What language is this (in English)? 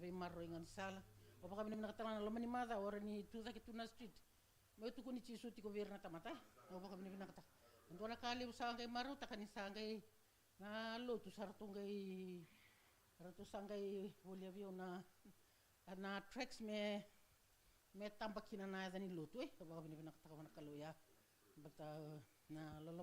Fijian